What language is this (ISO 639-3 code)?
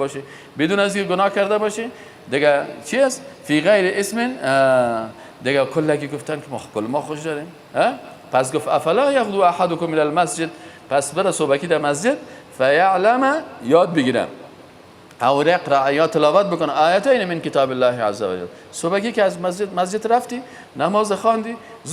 fas